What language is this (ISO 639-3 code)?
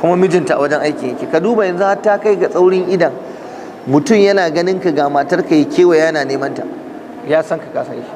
hau